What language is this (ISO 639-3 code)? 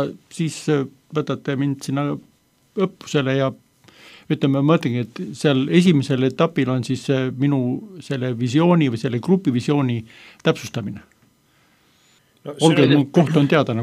est